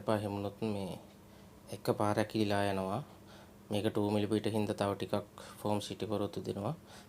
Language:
Sinhala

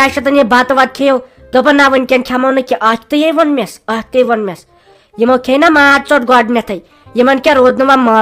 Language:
Kashmiri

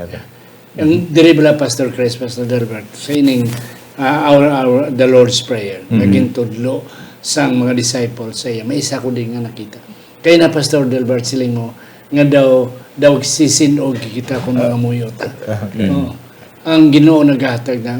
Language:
Hiligaynon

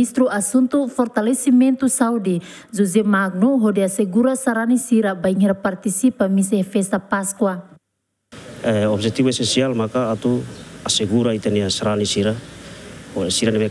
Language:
Tetum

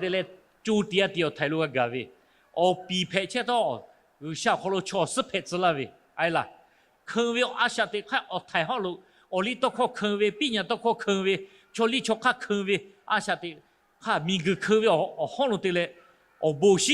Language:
Lahu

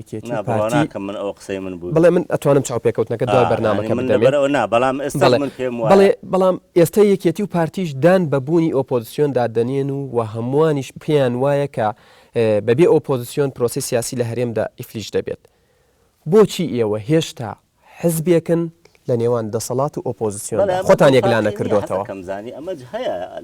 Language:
Central Kurdish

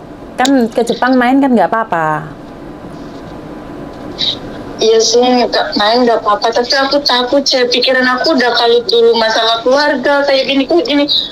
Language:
Indonesian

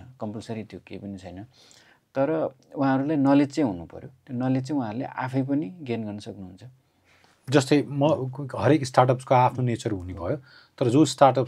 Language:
Nepali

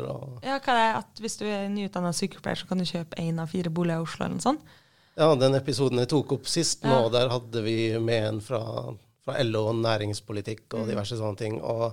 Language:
Norwegian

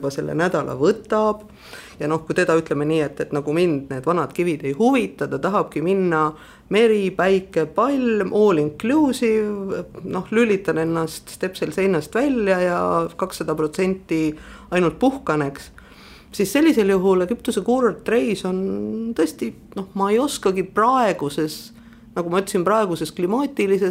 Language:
Estonian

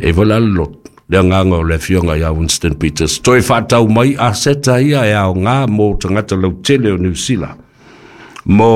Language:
Samoan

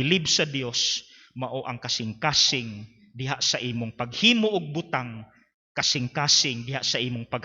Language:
Cebuano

